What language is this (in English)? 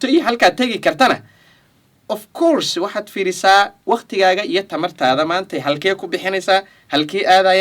Somali